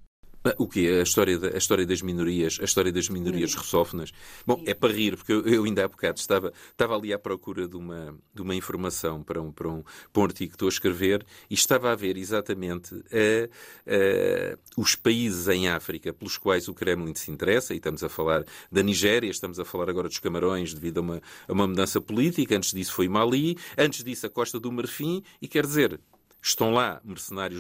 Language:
Portuguese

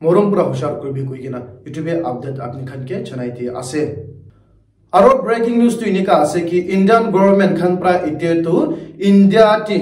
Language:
Naga Pidgin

